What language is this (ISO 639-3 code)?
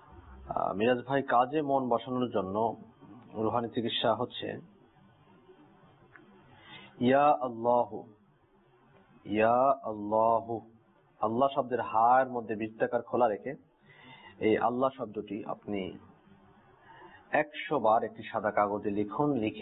ben